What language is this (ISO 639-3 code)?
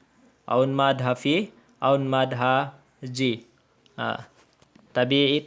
tsg